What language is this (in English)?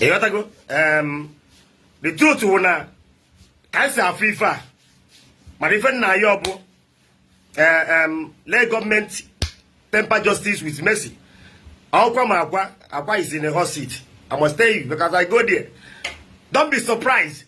Igbo